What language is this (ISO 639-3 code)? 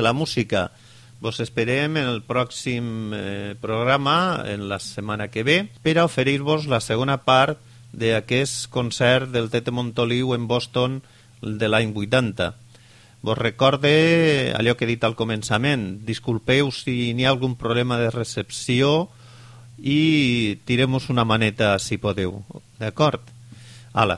cat